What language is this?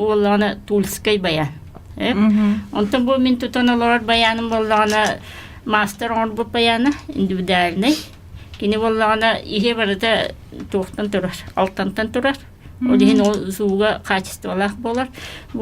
Yakut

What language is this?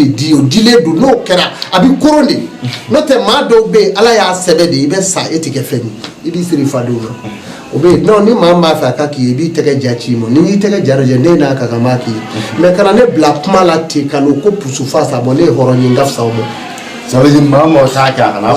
Bambara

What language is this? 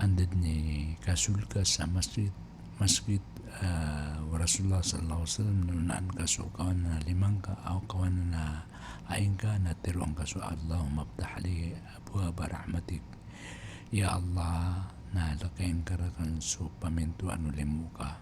Maranao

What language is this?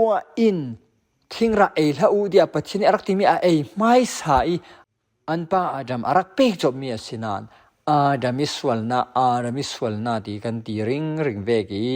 Falam Chin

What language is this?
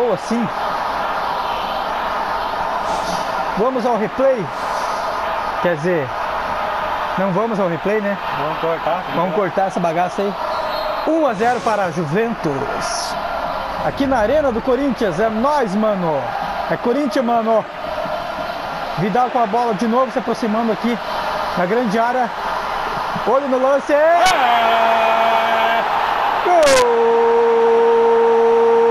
Portuguese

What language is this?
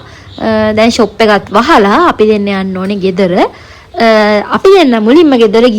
Sinhala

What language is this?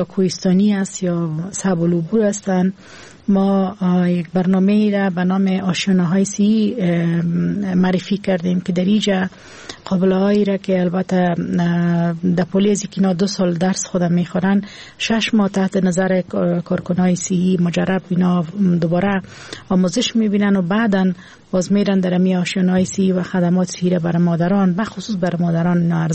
Persian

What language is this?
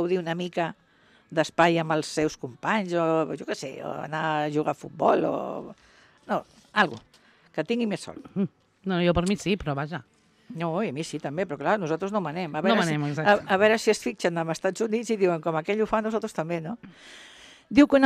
Catalan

